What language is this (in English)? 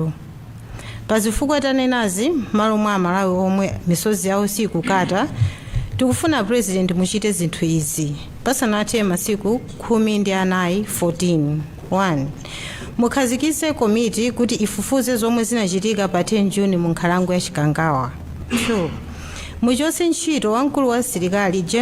Nyanja